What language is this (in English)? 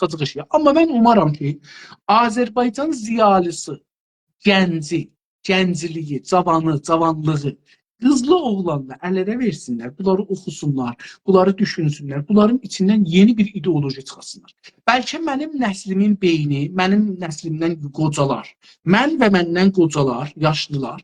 South Azerbaijani